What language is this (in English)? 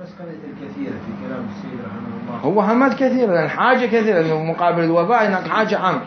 Mesopotamian Arabic